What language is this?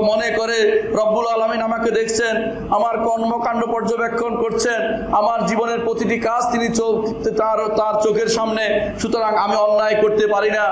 Bangla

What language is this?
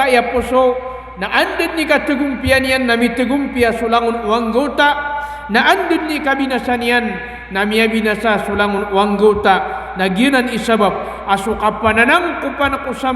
Maranao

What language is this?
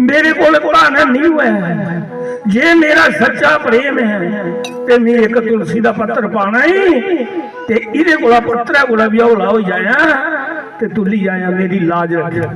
Dogri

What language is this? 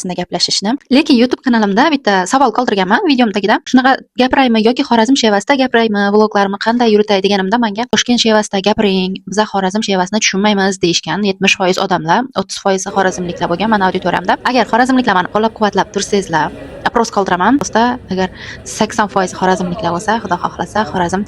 Uzbek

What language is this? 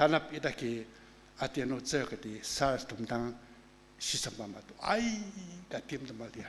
Ao Naga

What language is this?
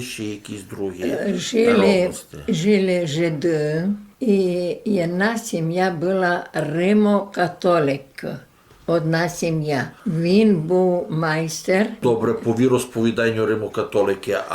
Rusyn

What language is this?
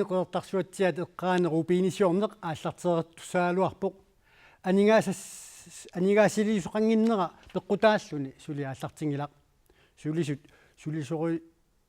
Kalaallisut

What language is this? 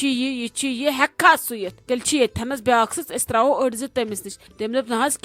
Kashmiri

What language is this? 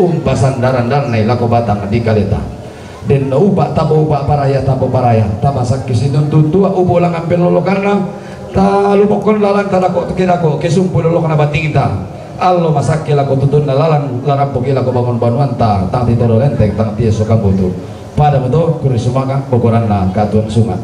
Toraja-Sa'dan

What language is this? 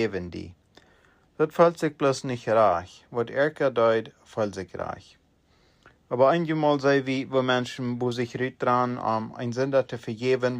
Plautdietsch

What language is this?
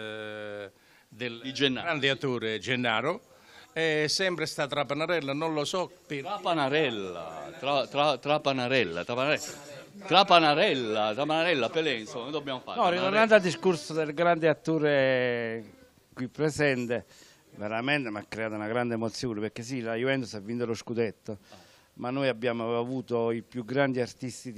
Italian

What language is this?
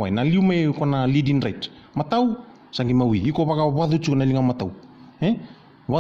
Fijian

